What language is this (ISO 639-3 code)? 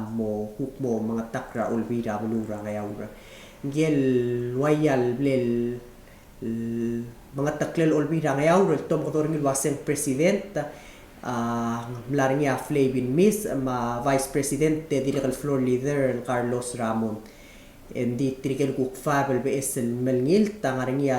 pau